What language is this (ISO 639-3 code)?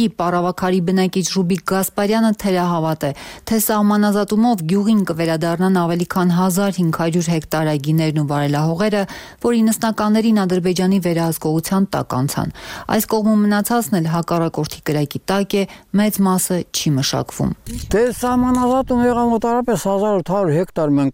hye